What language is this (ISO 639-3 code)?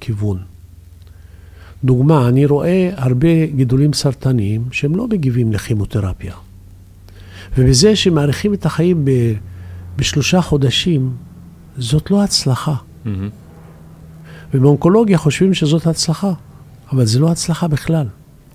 heb